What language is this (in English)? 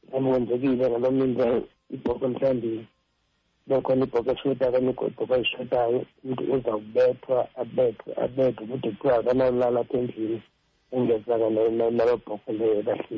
Xhosa